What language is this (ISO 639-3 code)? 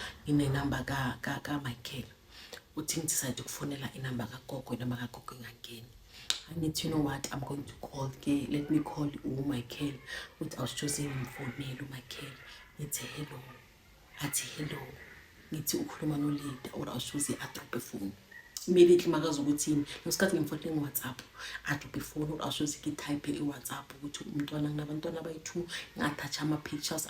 zul